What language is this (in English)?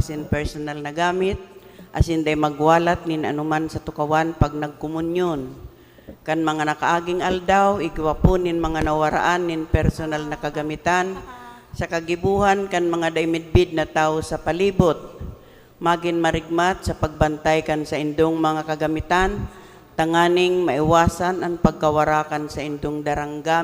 Bikol